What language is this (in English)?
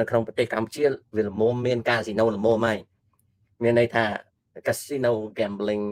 Khmer